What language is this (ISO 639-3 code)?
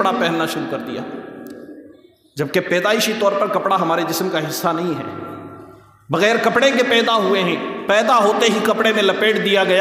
urd